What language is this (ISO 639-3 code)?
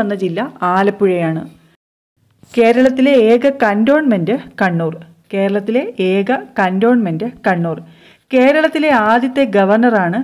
mal